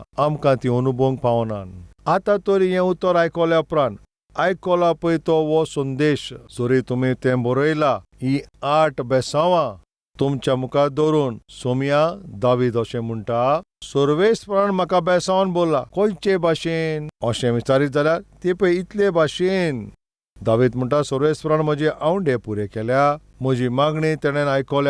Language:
Konkani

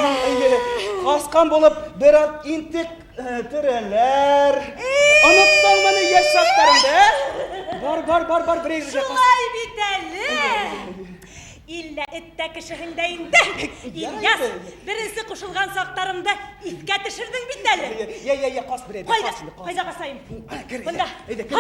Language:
Bashkir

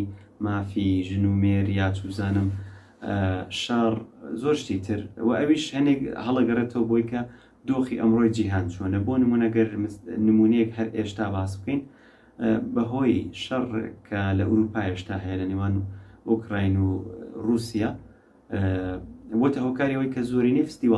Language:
Central Kurdish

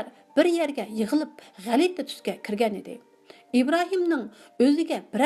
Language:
Uyghur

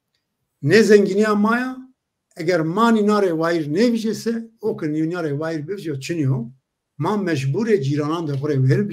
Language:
Zaza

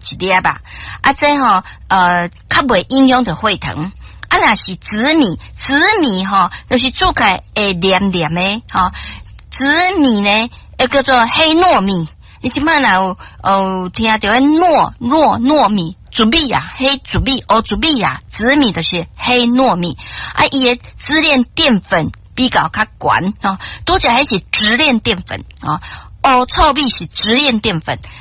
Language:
Min Nan Chinese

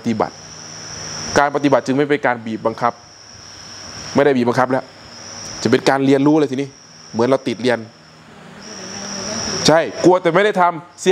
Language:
Thai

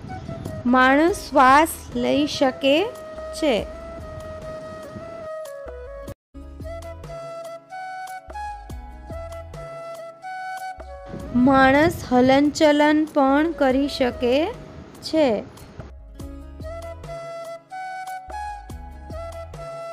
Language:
Gujarati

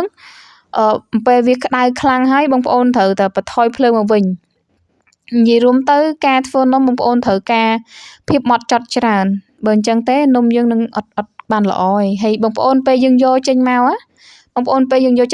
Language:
Khmer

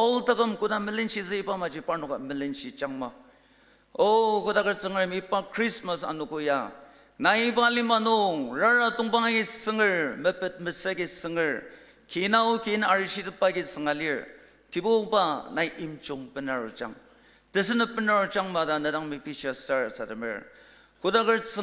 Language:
Ao Naga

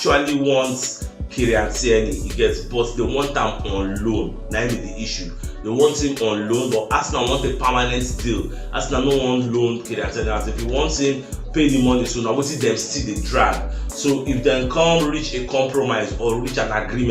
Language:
Nigerian Pidgin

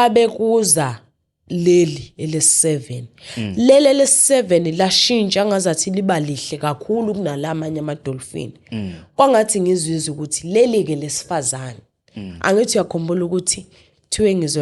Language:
Zulu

